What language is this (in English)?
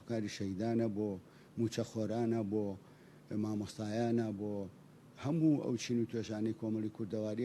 Central Kurdish